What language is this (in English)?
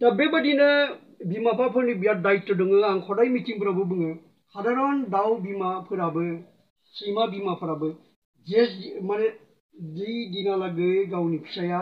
Bodo